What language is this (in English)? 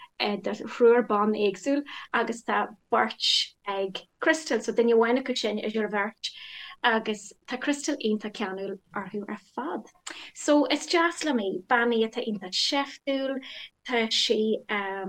Irish